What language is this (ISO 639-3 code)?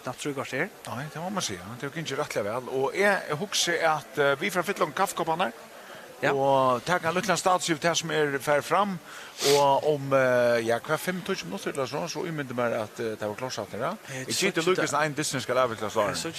fao